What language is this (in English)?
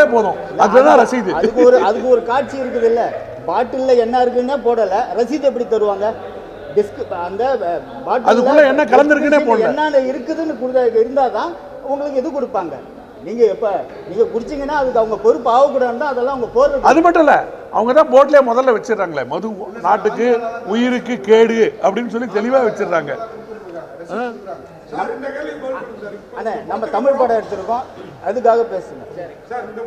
Tamil